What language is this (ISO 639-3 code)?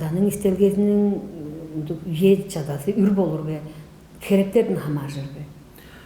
tyv